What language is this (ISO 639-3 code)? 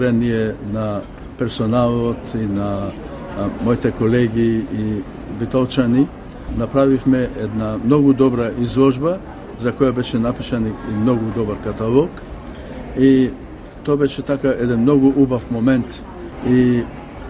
mkd